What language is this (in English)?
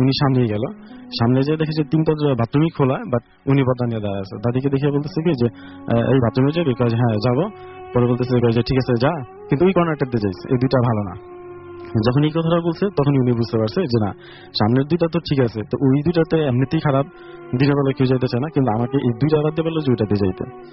Bangla